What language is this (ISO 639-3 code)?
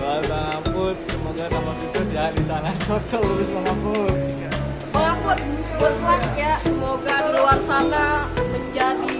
bew